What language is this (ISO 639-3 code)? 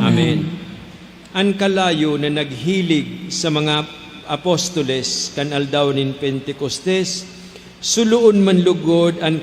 bik